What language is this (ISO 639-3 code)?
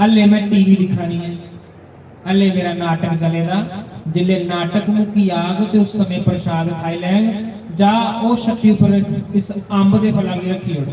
doi